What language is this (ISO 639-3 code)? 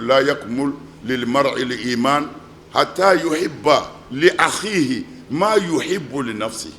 bam